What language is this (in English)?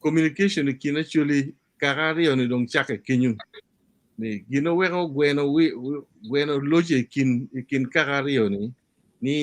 Acoli